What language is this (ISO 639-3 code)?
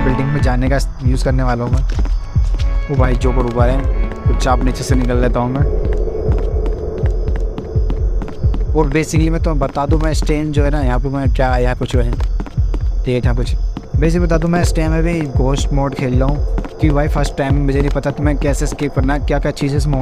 hin